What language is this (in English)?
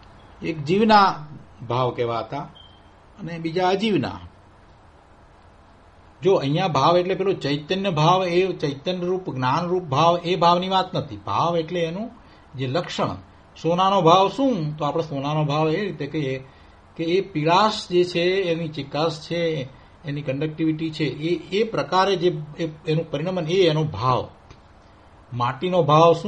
Gujarati